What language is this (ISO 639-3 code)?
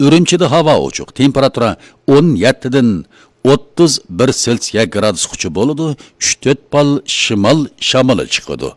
uig